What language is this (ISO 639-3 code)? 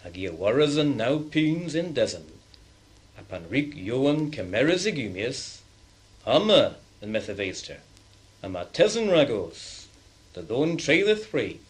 cor